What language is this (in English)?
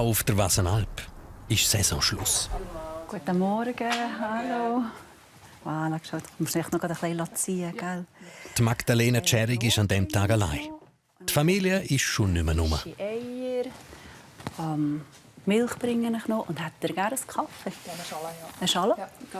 Swiss German